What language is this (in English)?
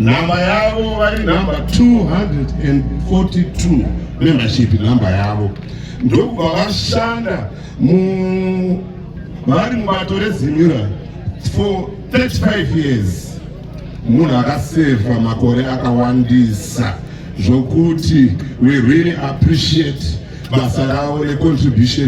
Shona